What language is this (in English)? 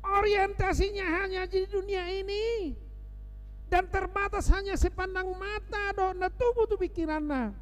Batak Toba